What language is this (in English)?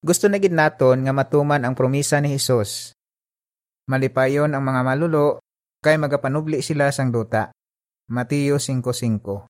Hiligaynon